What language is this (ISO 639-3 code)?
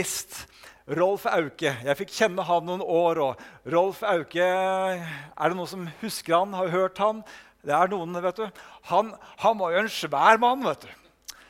nor